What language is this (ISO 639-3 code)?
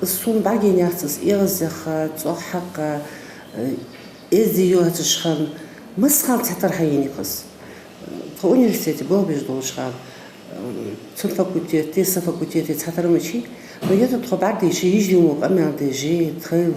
inh